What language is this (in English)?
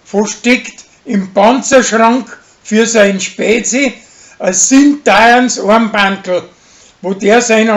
Bavarian